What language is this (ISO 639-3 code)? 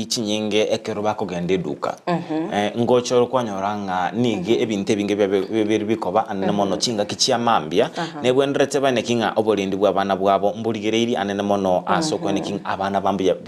guz